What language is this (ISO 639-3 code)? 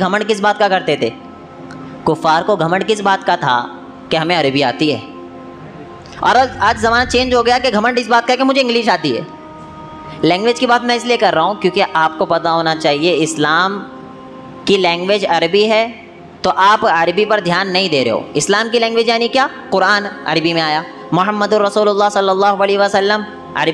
hin